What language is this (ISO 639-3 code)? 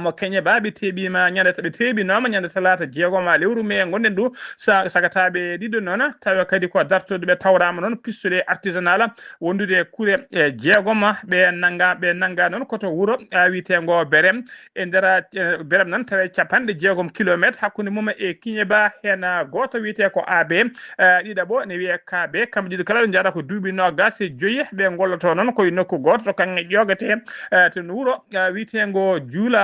ful